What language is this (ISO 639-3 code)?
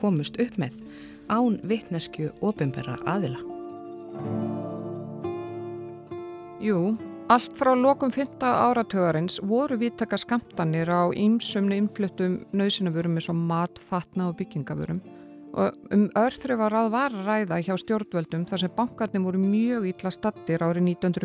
isl